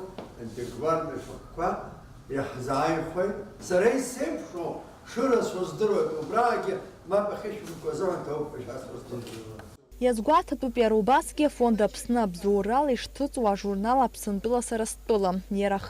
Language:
Abkhazian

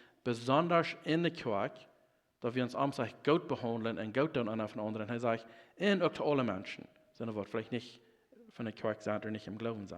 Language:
Plautdietsch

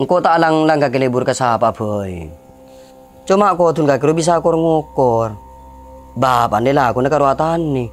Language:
Madurese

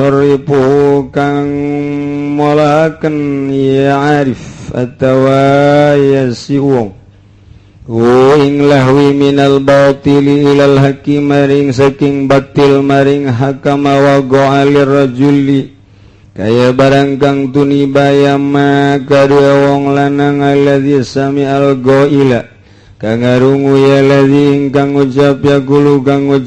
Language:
Sundanese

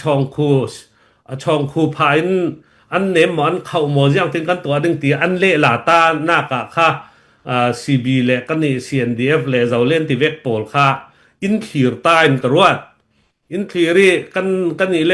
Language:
Falam Chin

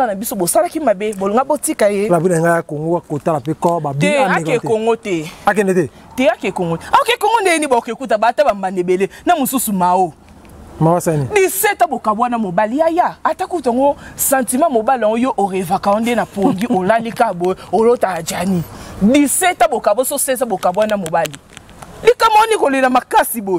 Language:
Lingala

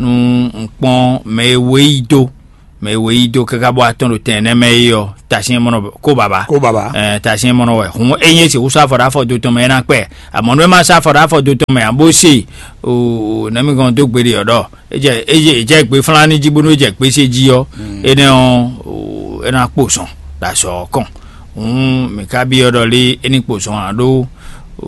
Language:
Fon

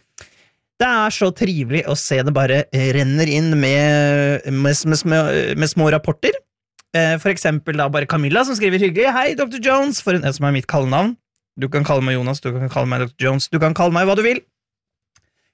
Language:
Norwegian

